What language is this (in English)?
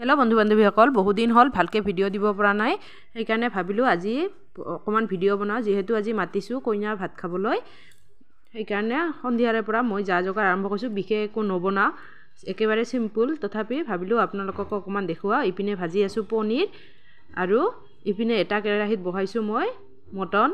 Assamese